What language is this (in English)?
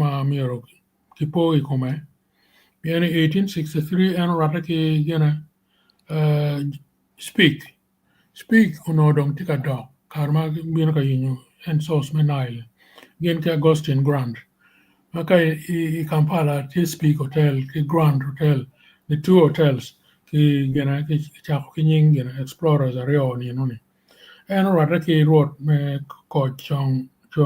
Acoli